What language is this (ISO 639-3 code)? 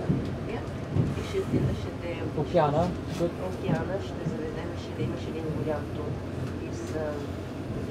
bul